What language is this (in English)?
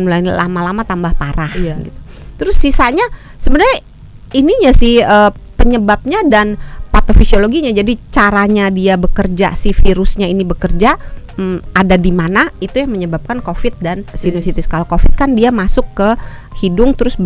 Indonesian